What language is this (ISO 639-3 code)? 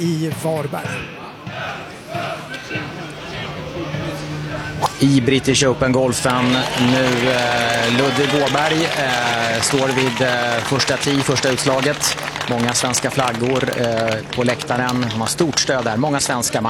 swe